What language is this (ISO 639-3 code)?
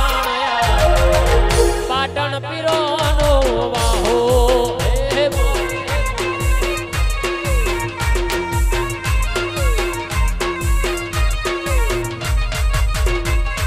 guj